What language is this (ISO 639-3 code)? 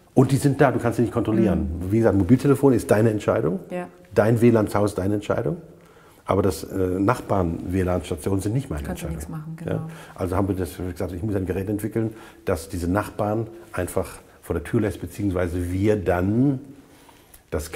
deu